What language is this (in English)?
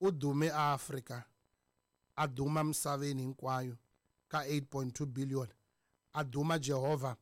Tsonga